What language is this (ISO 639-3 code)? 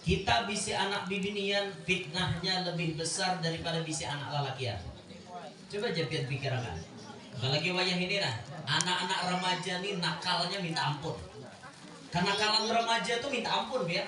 bjn